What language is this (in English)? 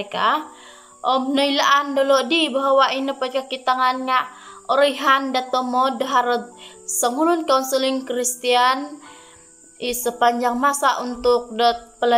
Central Dusun